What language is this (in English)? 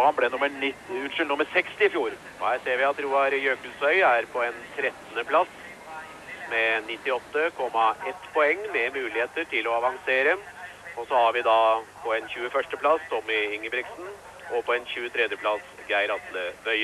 Norwegian